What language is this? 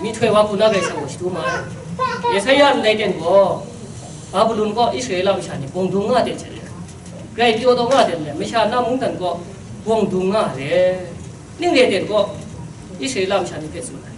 Kachin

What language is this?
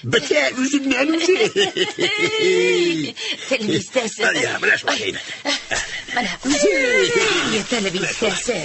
Tatar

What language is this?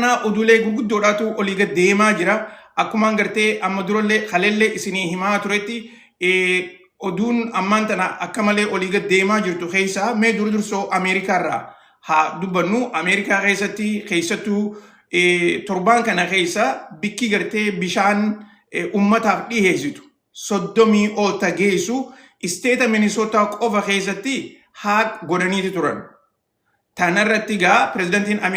Oromo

